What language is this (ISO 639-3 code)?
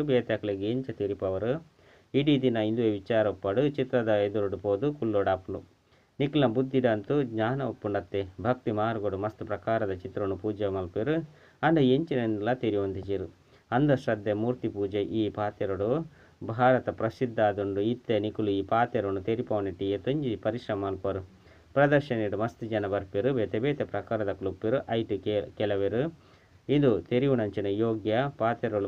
tcy